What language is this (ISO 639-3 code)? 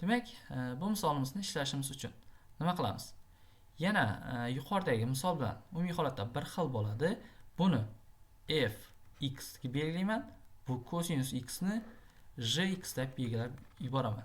uzb